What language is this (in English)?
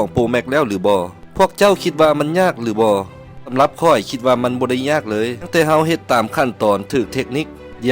Lao